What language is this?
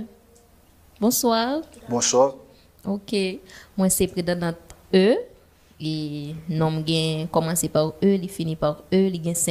Haitian Creole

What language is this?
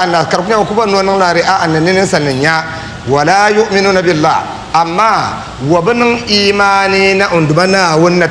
Dagbani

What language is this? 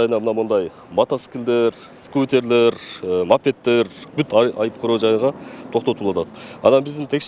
Kyrgyz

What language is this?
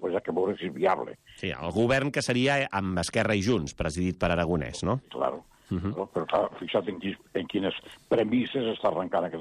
Catalan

